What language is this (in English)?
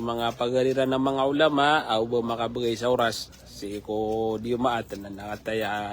Maranao